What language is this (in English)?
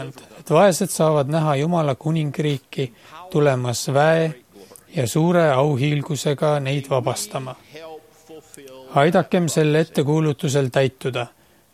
Estonian